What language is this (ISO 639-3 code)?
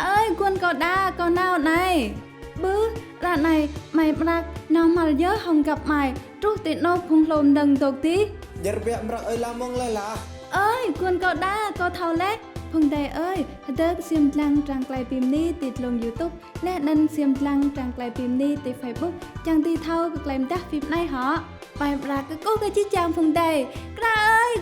rad